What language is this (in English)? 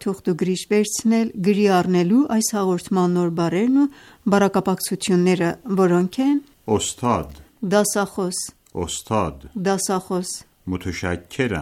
Armenian